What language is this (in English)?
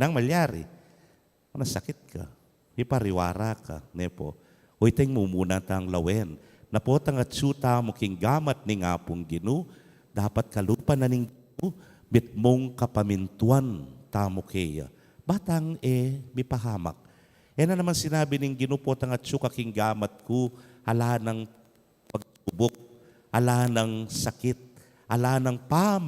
Pampanga